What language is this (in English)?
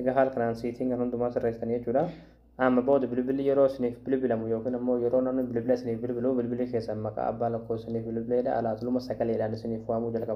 Oromo